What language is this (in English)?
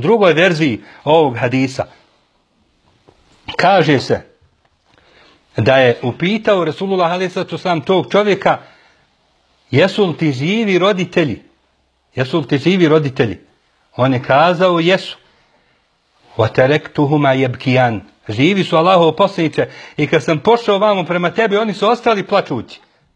Bosnian